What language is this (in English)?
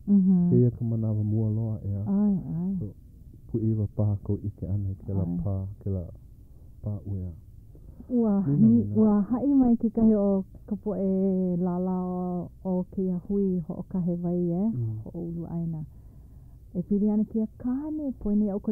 Hawaiian